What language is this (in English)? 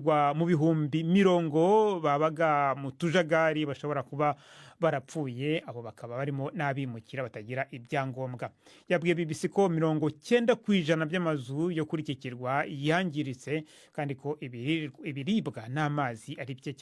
Kinyarwanda